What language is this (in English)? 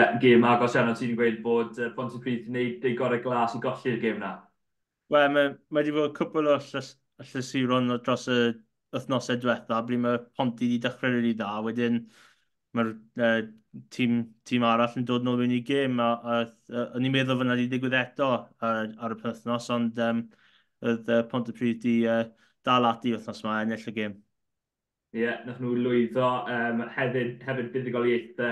Welsh